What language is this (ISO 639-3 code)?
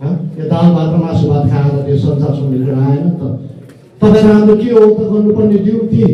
nep